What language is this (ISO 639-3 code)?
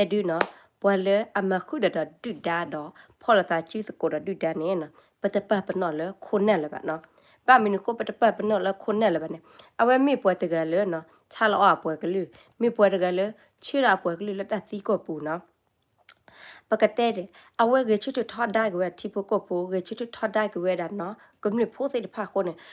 ksw